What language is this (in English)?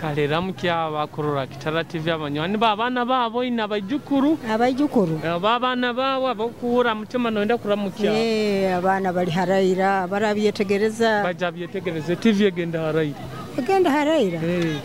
Nyoro